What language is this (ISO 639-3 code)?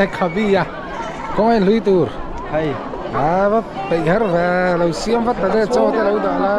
lus